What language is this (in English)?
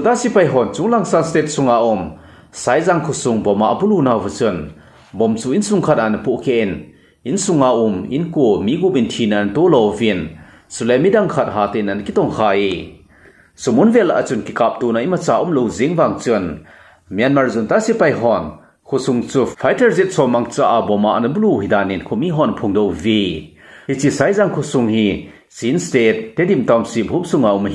Thado Chin